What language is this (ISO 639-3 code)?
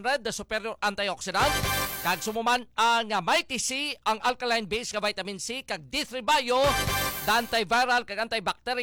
hil